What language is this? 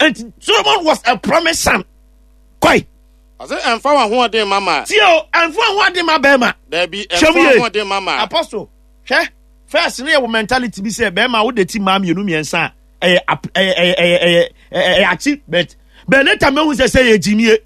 Akan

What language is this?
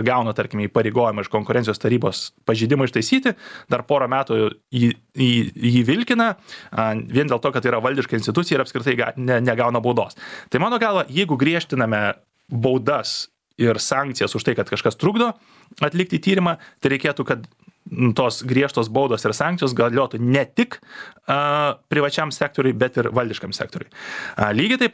Lithuanian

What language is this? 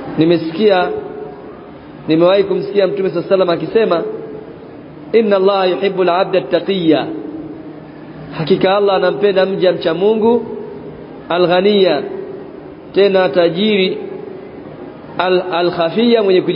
Swahili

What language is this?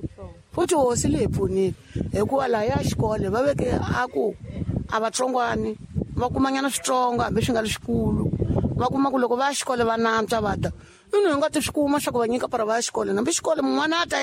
Tsonga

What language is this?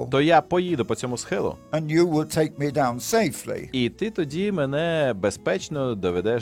Ukrainian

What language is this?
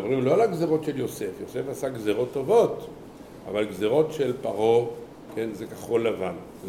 Hebrew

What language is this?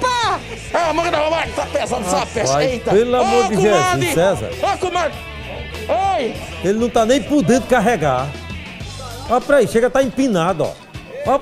Portuguese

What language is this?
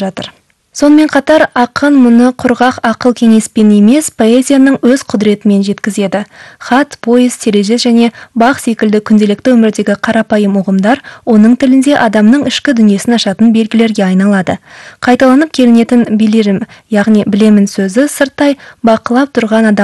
Kazakh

